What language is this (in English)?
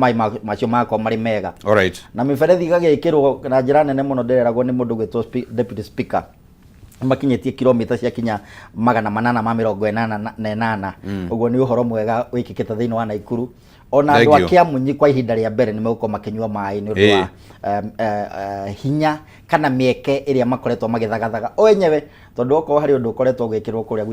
Kikuyu